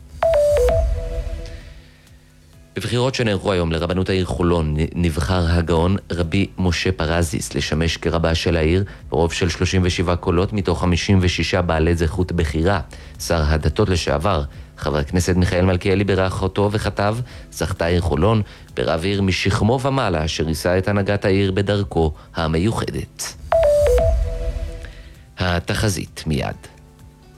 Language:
Hebrew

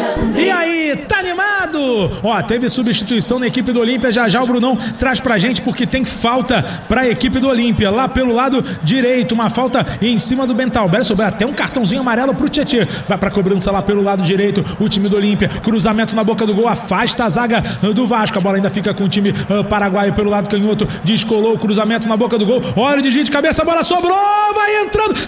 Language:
Portuguese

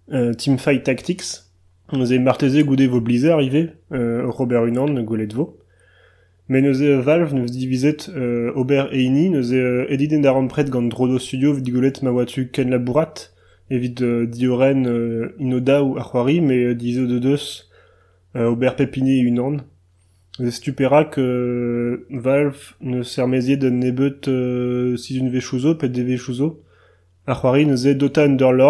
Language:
Breton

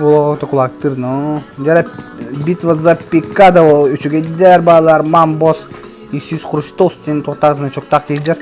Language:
Yakut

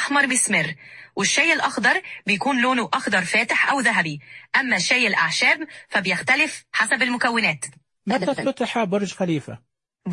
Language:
Najdi Arabic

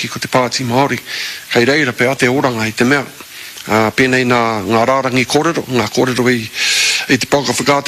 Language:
Māori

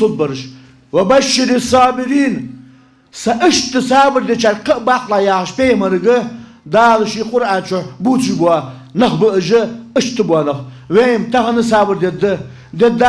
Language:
Ingush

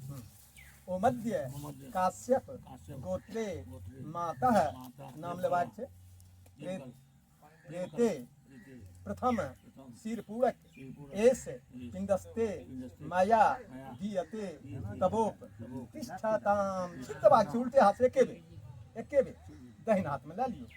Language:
Maithili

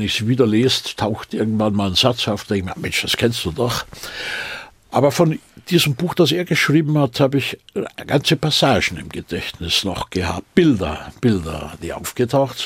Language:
German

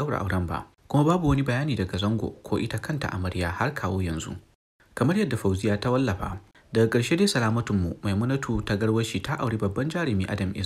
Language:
Hausa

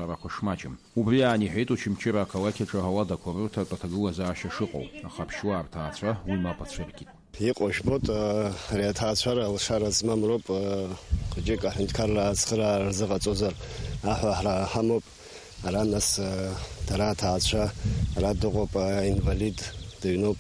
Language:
Abkhazian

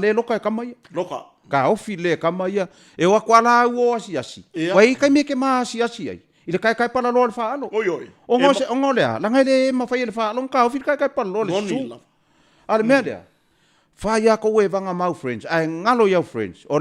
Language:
Samoan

